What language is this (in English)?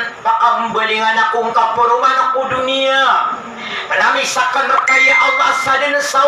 Maranao